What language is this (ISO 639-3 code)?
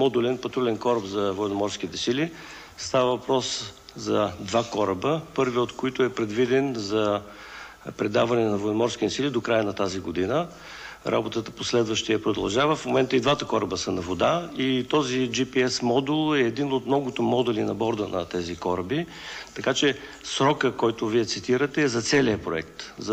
bul